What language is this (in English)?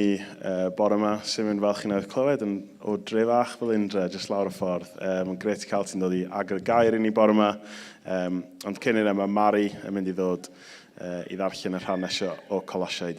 Welsh